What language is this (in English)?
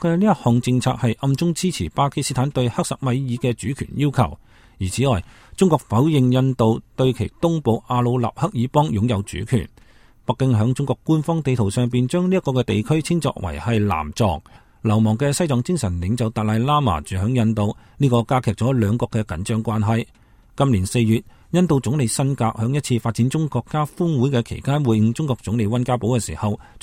Cantonese